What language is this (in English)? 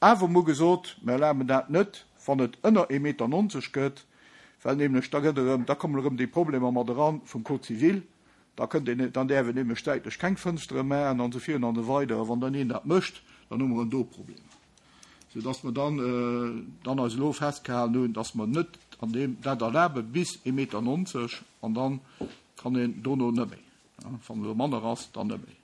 Luxembourgish